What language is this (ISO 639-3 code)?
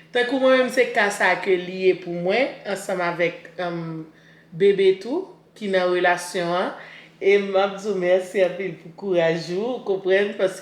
hat